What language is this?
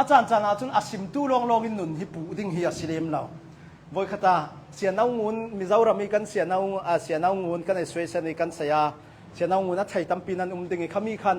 Hakha Chin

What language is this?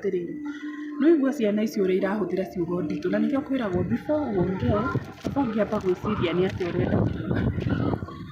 Kikuyu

